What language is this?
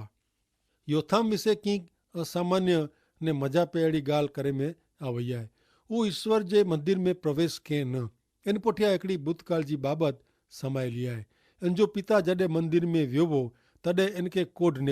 Kachhi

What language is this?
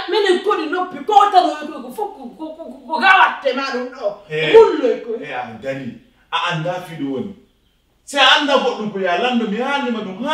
Pular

